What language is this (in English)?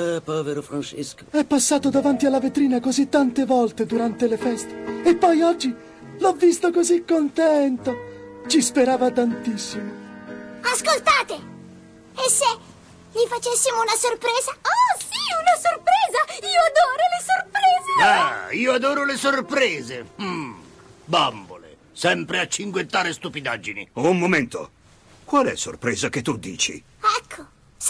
Italian